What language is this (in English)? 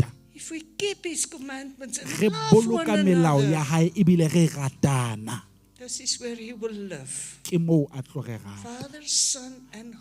Southern Sotho